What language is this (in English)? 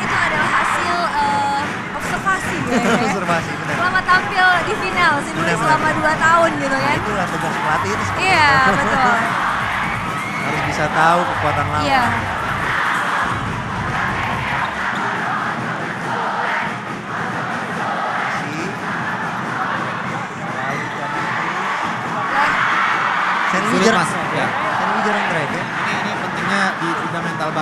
Indonesian